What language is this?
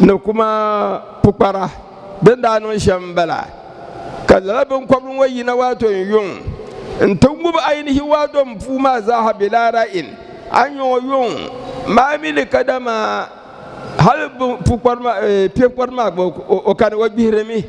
Dagbani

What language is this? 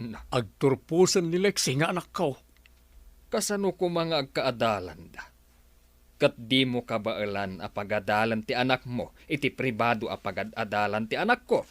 Iloko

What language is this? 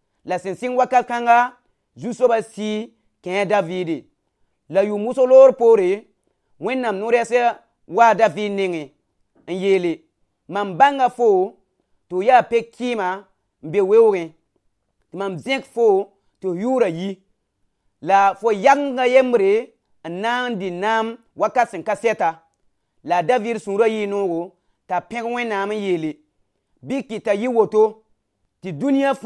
Mossi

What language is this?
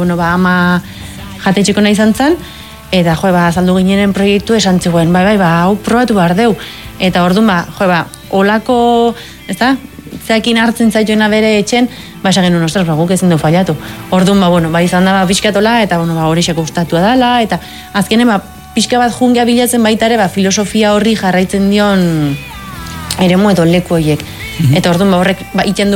Basque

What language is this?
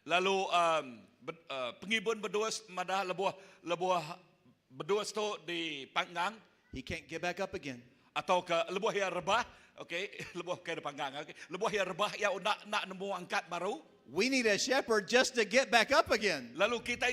Iban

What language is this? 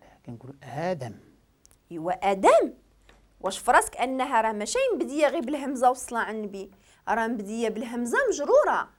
Moroccan Arabic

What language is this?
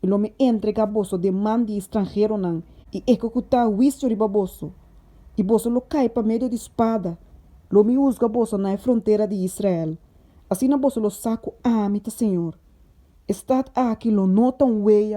Papiamento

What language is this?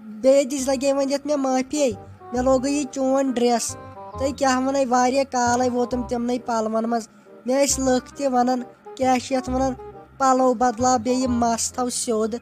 Kashmiri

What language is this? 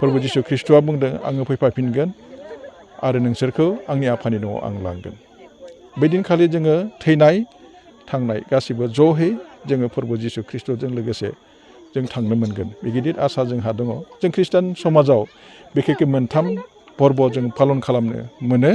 Bodo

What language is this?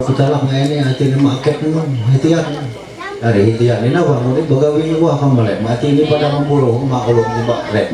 Ma'anyan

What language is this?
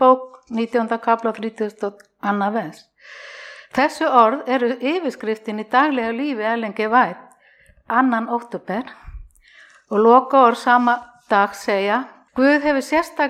Icelandic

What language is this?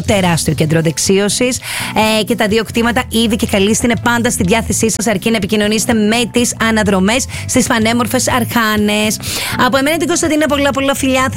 Greek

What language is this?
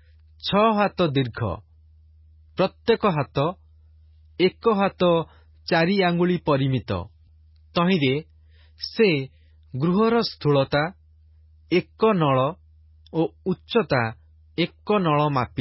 Odia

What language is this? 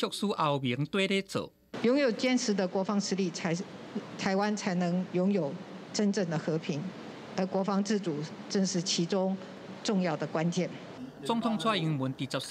Min Nan Chinese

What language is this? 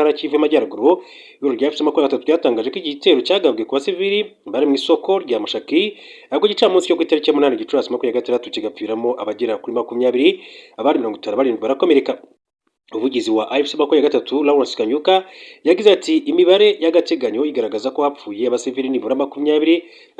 Kinyarwanda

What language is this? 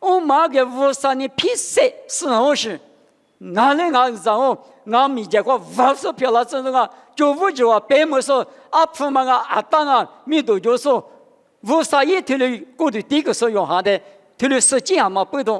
Lisu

